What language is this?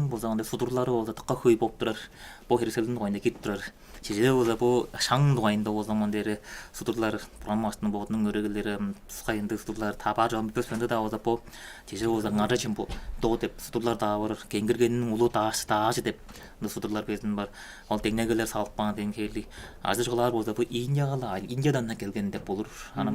Tuvinian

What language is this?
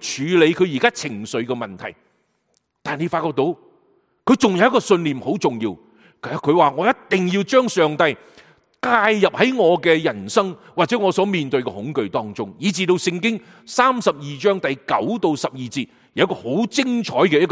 Cantonese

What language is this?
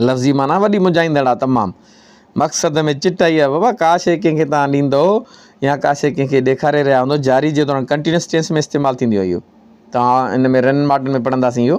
Sindhi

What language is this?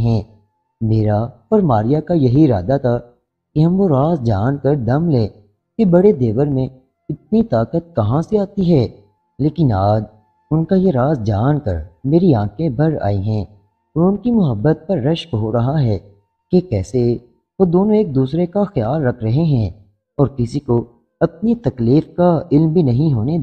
Urdu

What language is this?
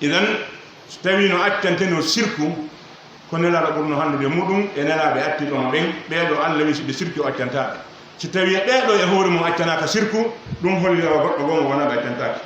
Pular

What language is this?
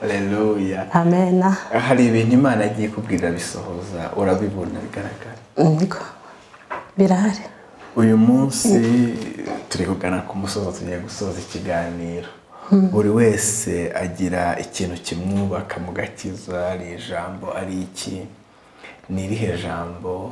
Kinyarwanda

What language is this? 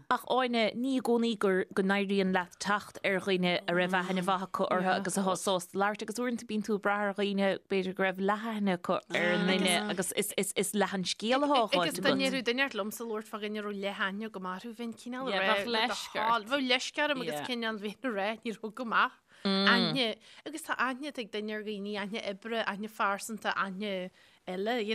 Irish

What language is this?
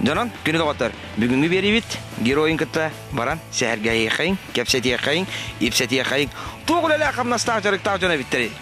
Yakut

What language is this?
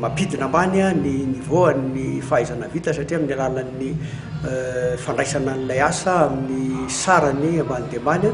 Malagasy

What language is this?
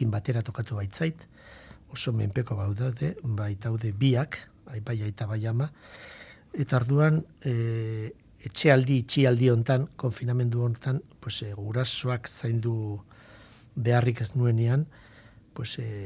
Basque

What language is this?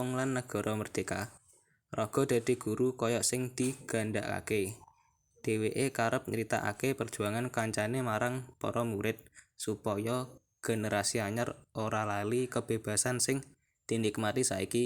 Javanese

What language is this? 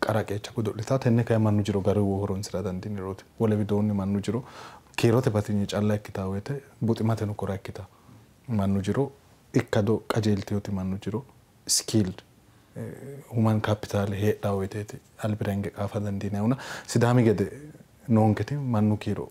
Sidamo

